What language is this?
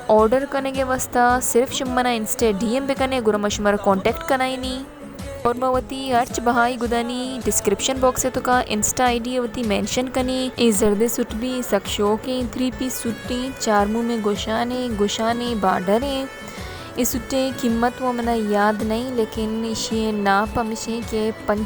Baluchi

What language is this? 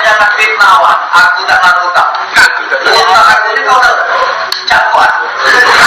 Musi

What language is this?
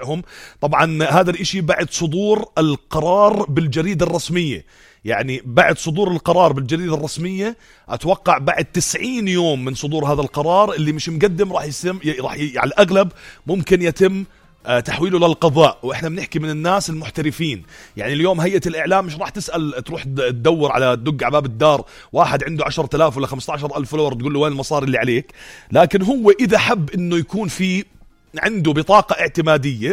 North Levantine Arabic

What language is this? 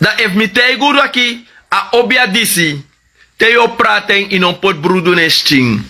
Sranan Tongo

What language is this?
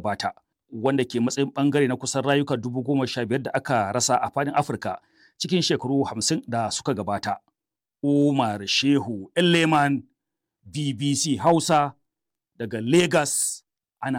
Hausa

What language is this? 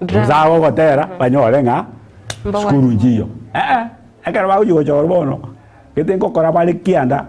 Gusii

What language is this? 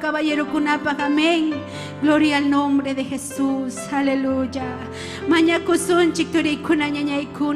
Ayacucho Quechua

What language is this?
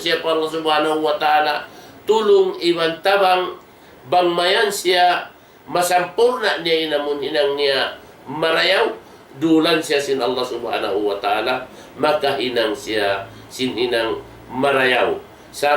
Tausug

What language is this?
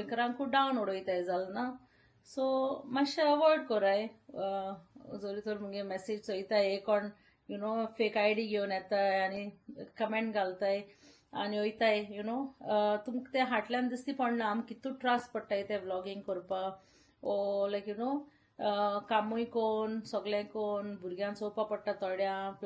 Konkani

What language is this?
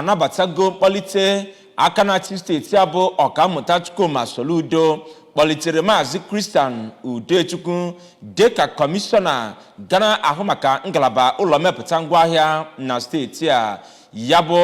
Igbo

